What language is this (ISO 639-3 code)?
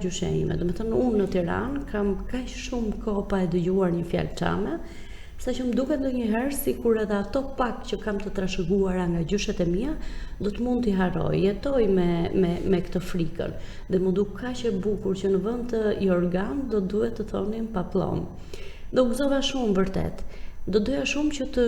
sqi